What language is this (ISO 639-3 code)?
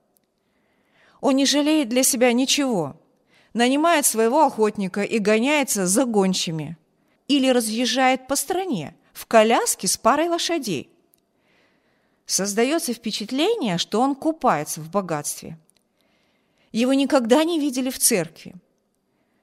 rus